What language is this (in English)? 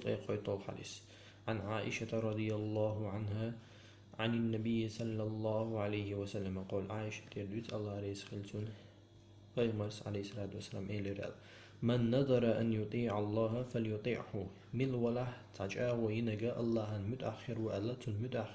Chechen